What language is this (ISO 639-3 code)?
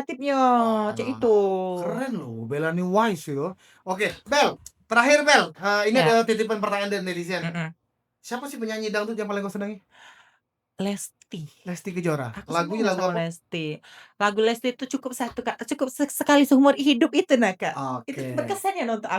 mui